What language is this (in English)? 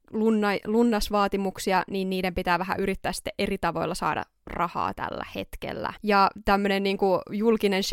Finnish